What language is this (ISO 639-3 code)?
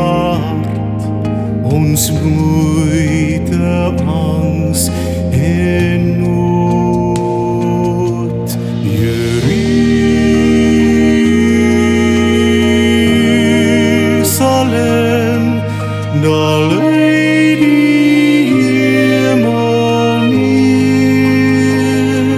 afr